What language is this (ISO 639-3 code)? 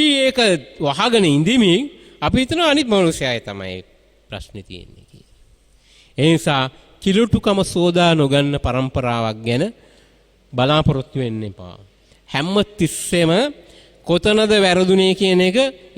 sin